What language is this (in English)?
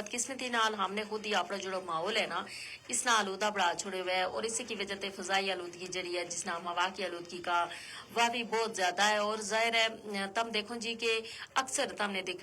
Gujari